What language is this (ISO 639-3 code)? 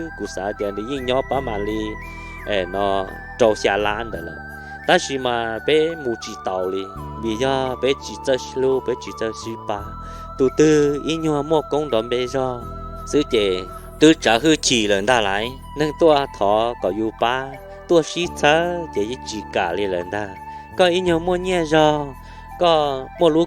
hmn